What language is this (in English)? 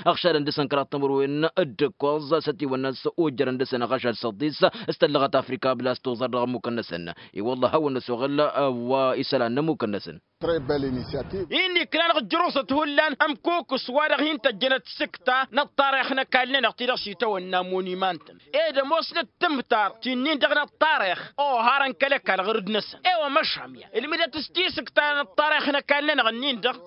Tamasheq